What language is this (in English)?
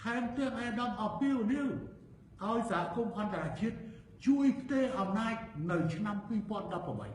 Khmer